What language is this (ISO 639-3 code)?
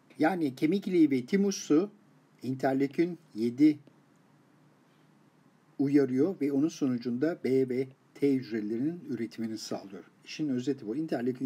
tur